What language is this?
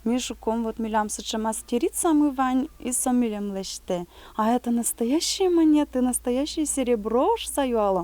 Udmurt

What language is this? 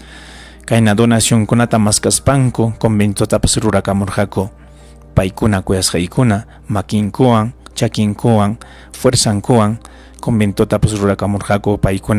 Ayacucho Quechua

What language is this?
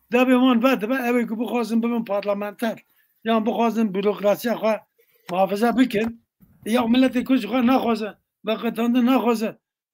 Kurdish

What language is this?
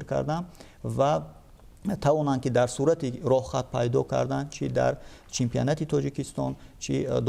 Tajik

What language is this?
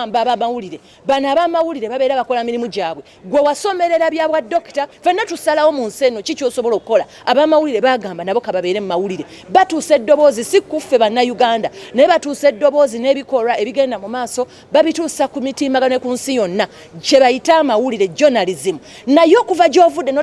Ganda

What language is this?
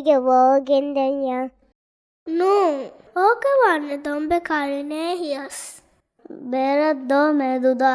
Divehi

